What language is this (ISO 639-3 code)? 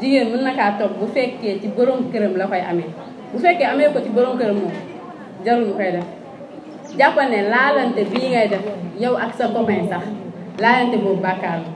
wol